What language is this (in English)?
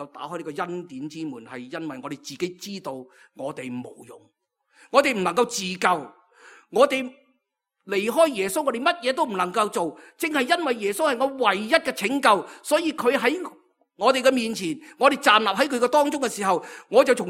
Cantonese